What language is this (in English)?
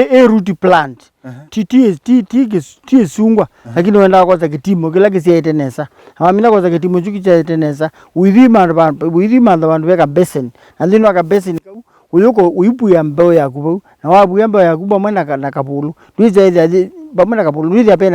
Kamba